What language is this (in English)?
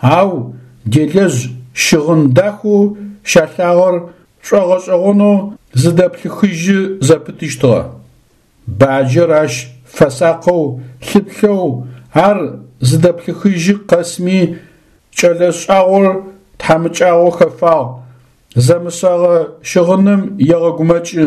Adyghe